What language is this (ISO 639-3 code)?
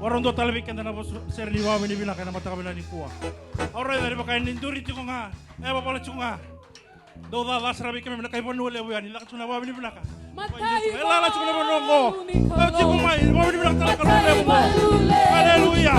fij